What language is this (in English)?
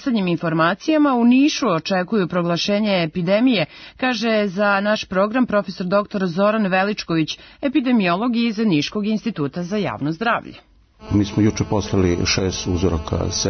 Serbian